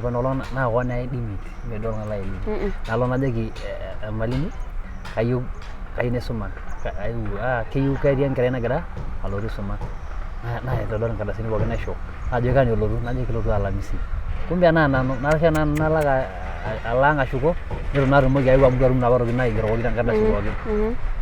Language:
Masai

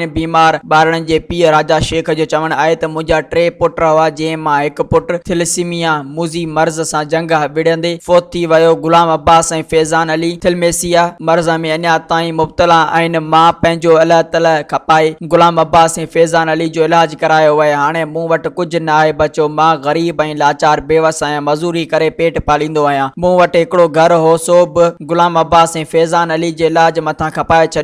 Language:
Sindhi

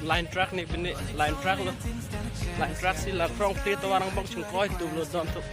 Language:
Karbi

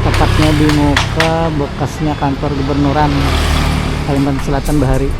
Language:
Banjar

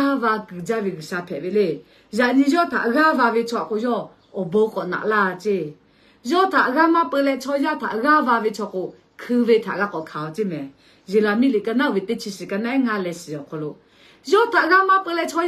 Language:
Lahu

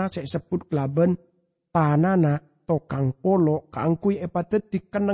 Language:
Madurese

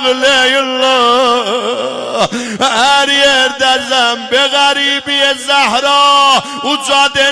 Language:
South Azerbaijani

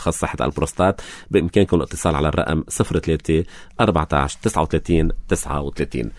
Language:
North Levantine Arabic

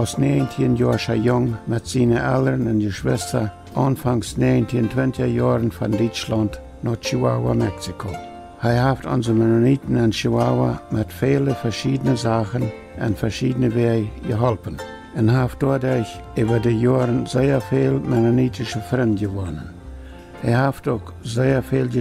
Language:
Plautdietsch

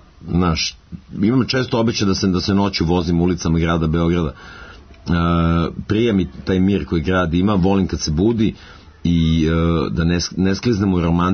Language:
Serbian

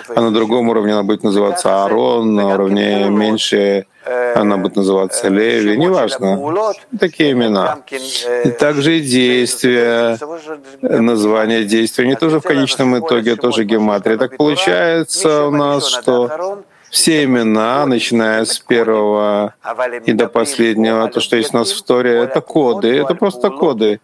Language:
Russian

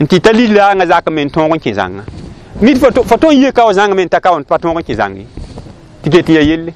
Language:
Mossi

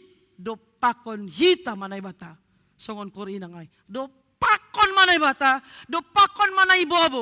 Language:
Batak Simalungun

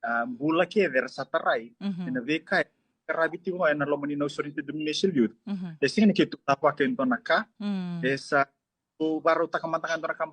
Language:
Fijian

